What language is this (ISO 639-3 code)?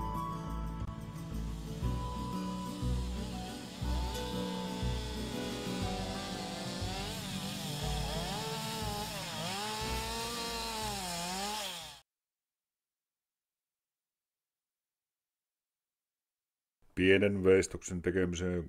fin